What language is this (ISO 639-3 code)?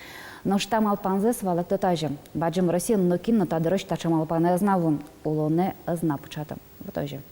udm